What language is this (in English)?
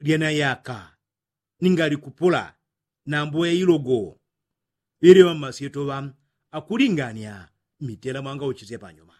Yao